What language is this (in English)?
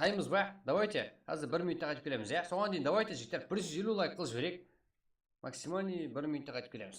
Kara-Kalpak